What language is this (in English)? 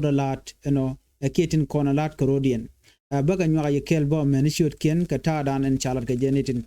Nuer